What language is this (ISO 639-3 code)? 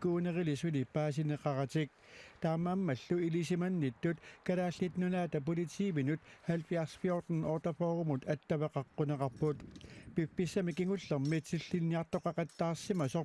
kal